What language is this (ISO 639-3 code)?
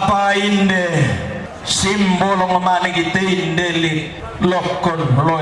sda